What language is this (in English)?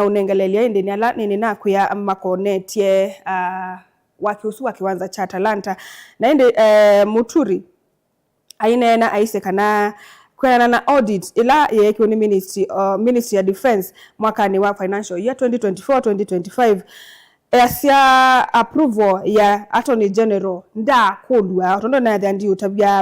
Kamba